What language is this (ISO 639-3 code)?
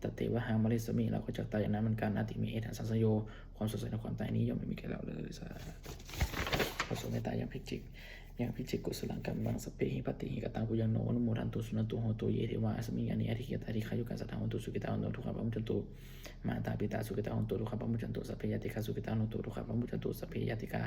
pli